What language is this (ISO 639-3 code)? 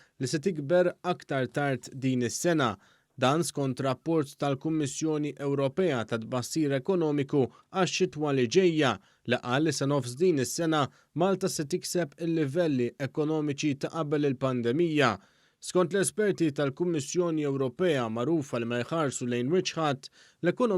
mlt